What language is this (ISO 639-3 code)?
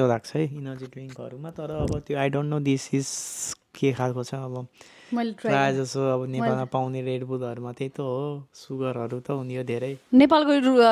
nep